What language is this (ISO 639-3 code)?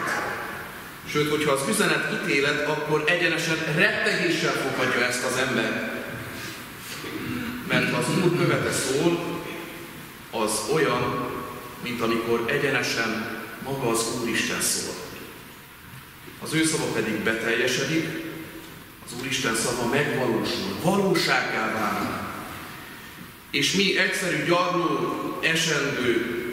hun